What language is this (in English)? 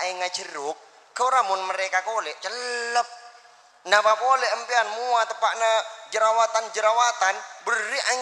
Madurese